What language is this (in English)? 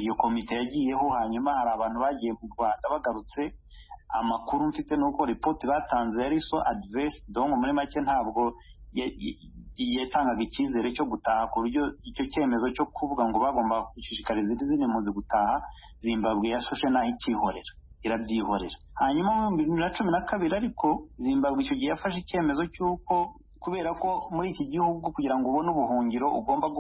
Kinyarwanda